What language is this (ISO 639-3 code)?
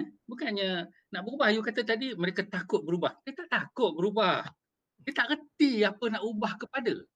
msa